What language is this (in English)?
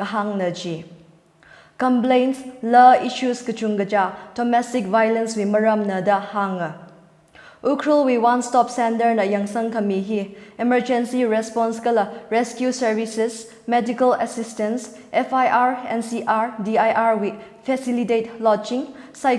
Tangkhul Naga (India)